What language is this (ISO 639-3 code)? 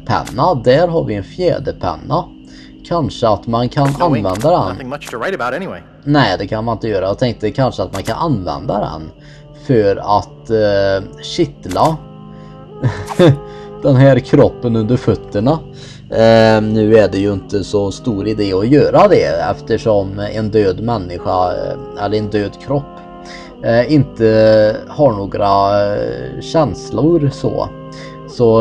swe